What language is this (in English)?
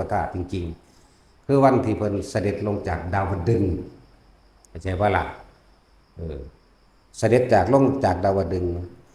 Northeastern Thai